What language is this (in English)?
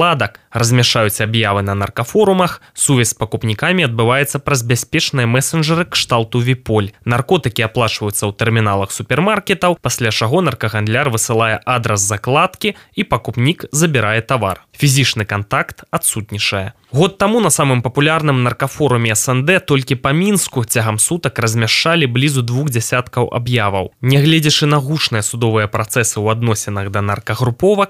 Belarusian